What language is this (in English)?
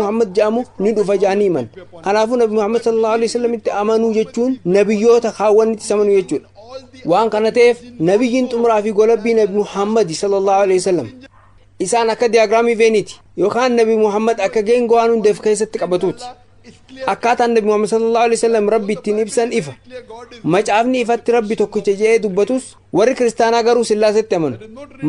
Oromo